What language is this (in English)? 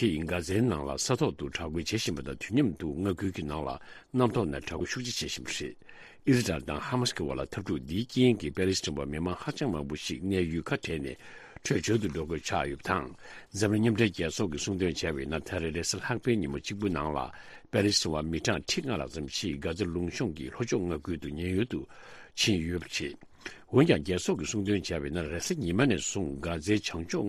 Tibetan